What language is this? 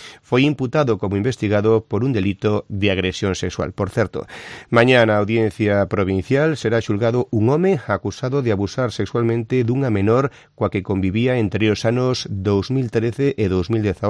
Galician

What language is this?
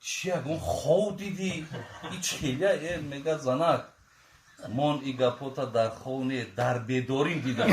Tajik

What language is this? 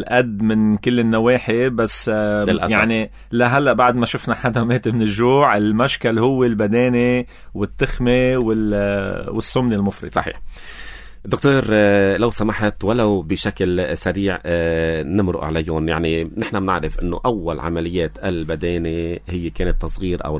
North Levantine Arabic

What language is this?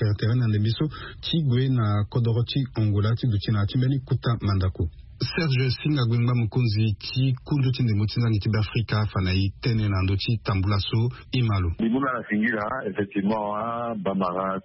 Sango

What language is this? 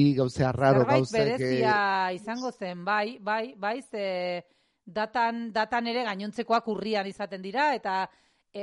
Basque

